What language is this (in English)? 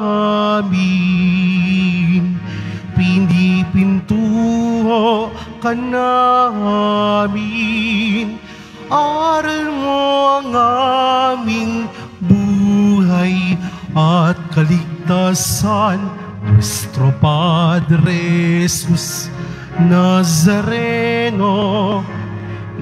Filipino